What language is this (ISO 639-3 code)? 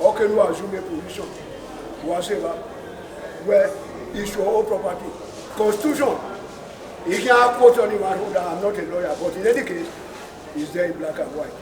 pcm